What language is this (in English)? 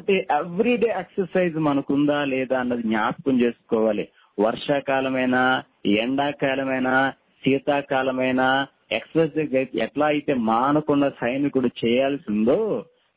Telugu